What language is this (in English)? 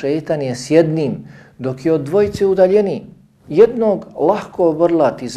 Bosnian